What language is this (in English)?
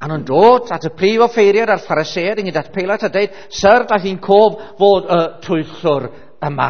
Welsh